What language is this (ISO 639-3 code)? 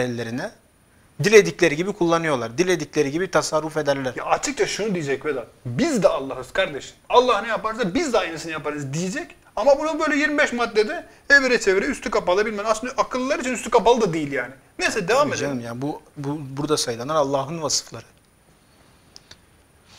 tur